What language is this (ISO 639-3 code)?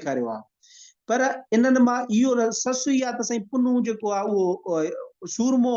snd